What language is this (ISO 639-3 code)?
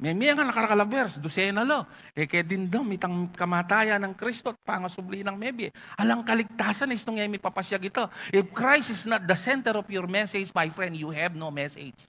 pam